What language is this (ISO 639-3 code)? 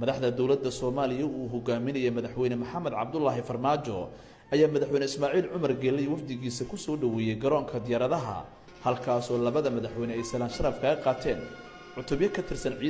som